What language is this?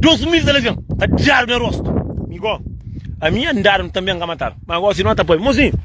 Kabuverdianu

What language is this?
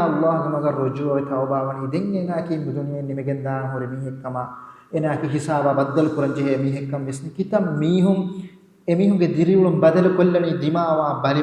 Divehi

